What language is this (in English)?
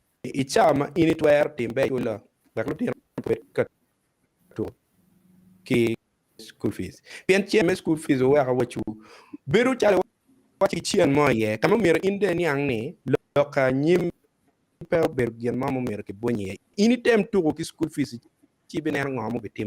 Acoli